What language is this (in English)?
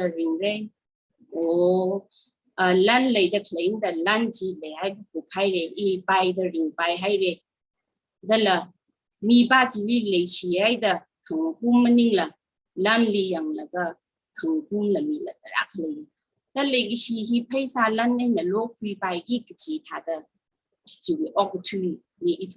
Tangkhul Naga (India)